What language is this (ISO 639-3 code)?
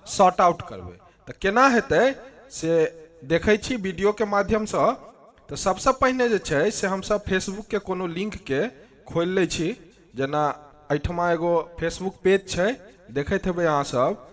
mai